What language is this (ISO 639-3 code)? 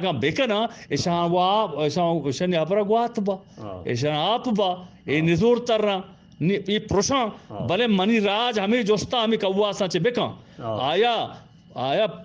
bgp